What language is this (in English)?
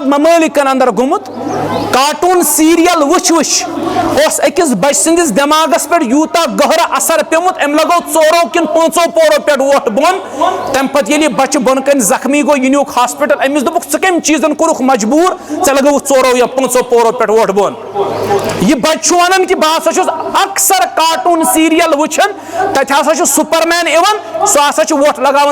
Kashmiri